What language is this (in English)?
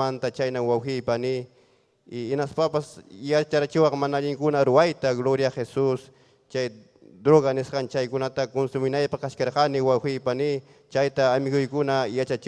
Ayacucho Quechua